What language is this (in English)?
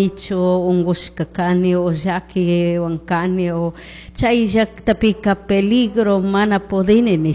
Chimborazo Highland Quichua